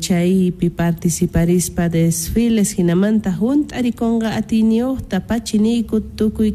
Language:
South Bolivian Quechua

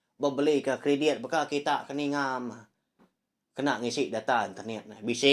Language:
Iban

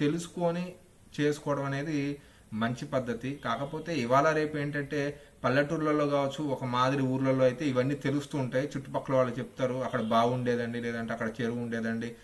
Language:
Telugu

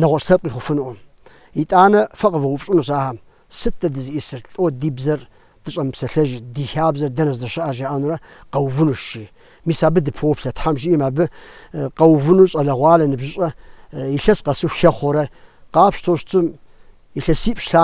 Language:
Kabardian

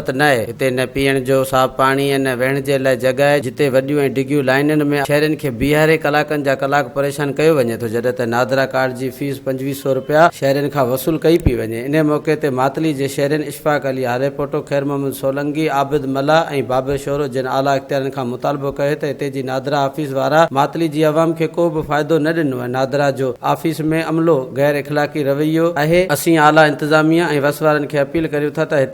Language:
Sindhi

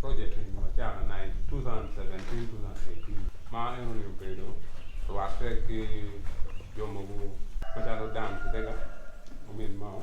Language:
Acoli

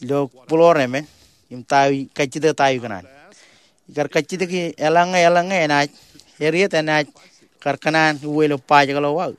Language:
Marshallese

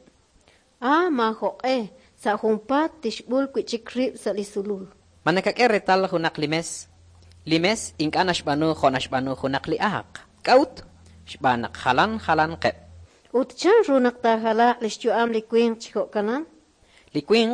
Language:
Kekchí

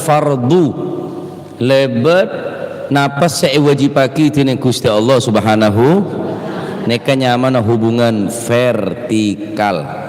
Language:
Madurese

